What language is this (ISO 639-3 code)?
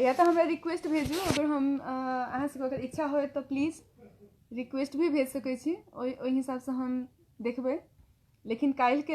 mai